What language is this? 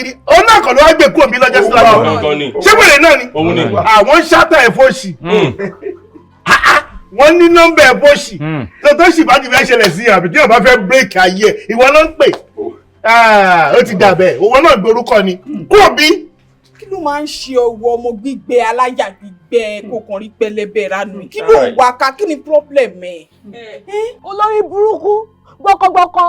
Yoruba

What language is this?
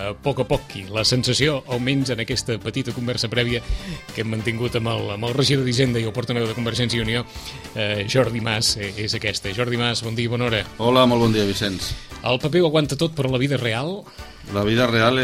Catalan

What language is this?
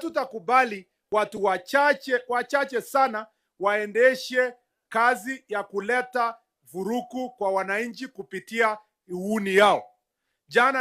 Gusii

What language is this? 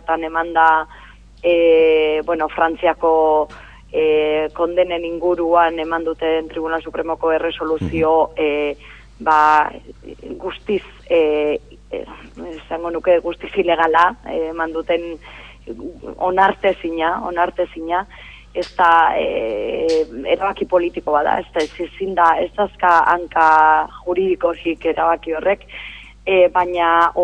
Basque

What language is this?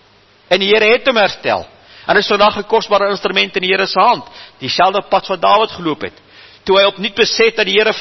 Afrikaans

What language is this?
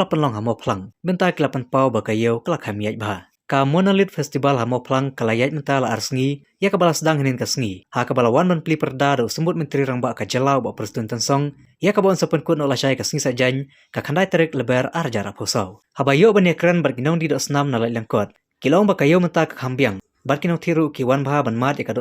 Khasi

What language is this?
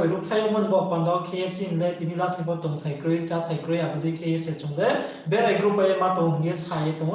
Riang (India)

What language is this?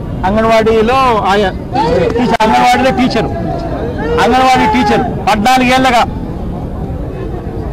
Telugu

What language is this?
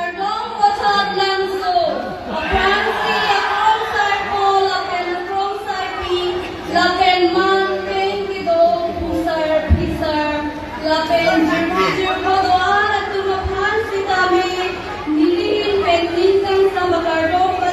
Karbi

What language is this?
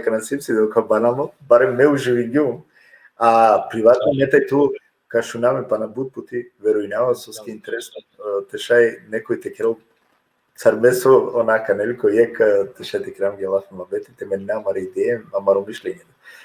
Balkan Romani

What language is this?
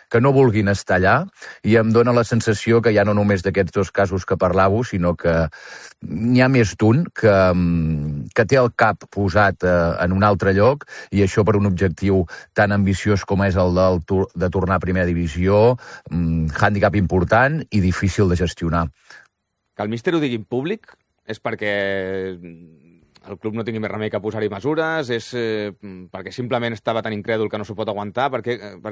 Catalan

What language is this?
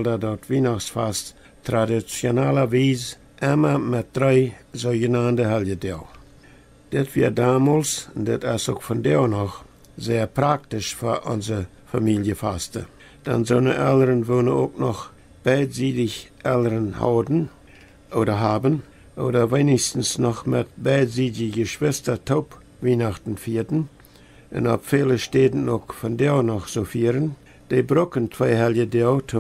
Plautdietsch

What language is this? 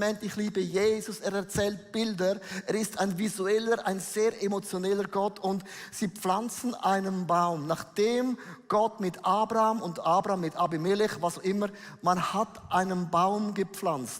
Swiss German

